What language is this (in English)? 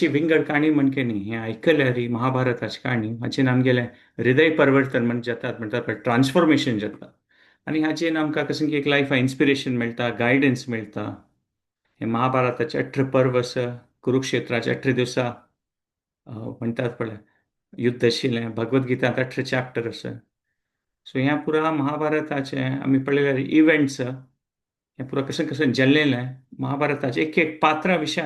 Konkani